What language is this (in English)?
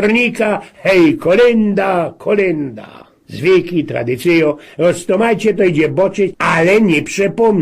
Silesian